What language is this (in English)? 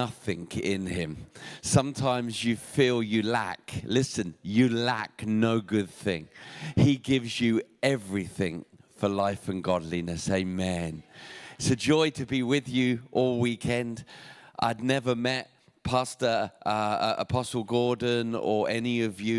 English